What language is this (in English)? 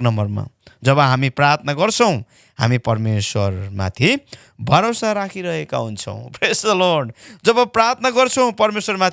Nepali